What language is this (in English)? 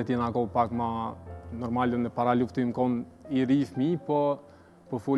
Albanian